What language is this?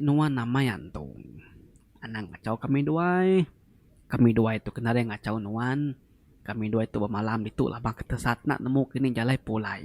Iban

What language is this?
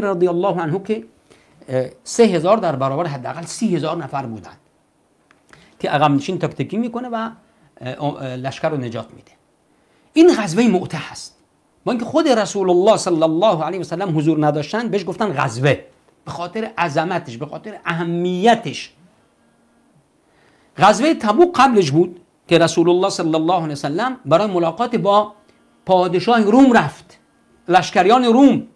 Persian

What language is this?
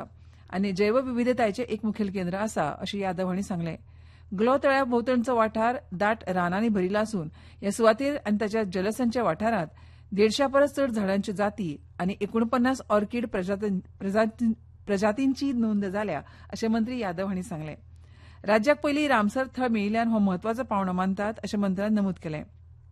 Konkani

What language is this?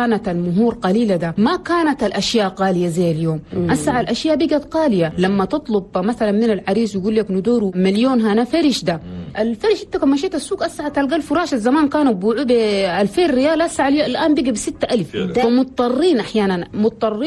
Chadian Arabic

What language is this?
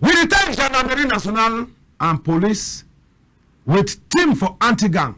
Cameroon Pidgin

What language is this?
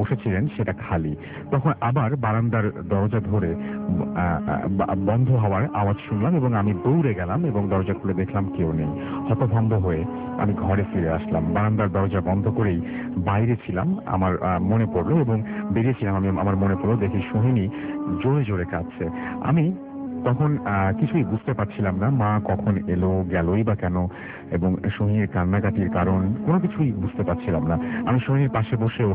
Bangla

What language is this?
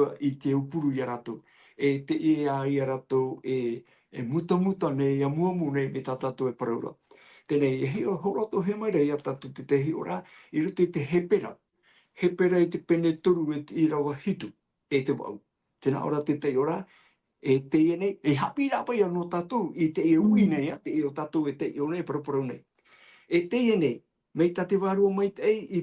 Tahitian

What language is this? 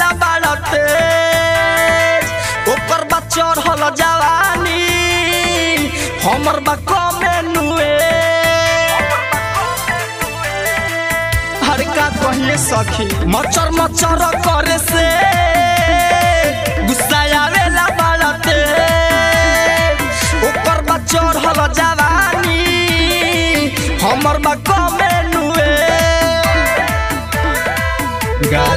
Bhojpuri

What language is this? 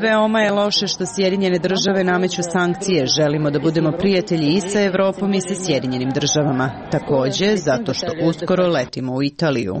Serbian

